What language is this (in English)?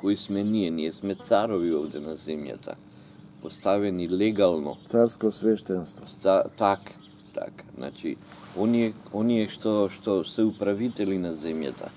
Macedonian